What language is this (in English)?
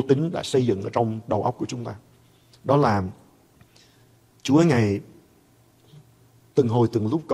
Vietnamese